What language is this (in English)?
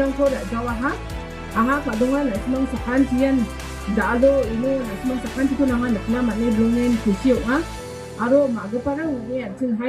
Garo